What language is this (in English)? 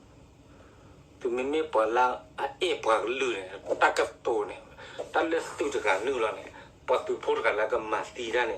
S'gaw Karen